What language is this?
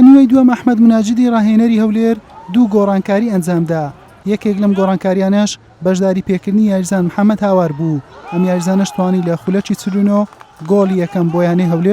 Central Kurdish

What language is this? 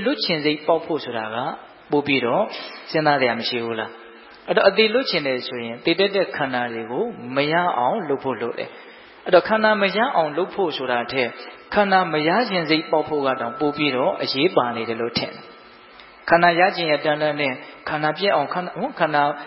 Burmese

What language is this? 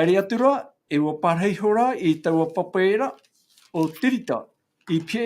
Tahitian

